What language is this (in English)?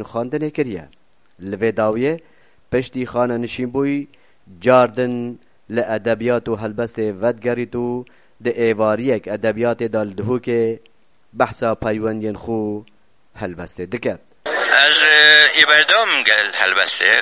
Kurdish